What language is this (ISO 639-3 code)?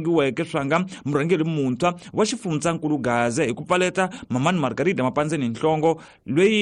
tso